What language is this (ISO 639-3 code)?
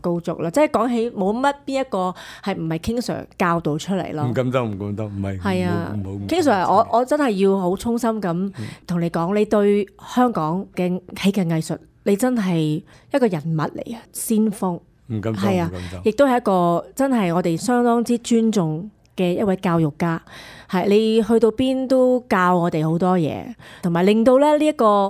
yue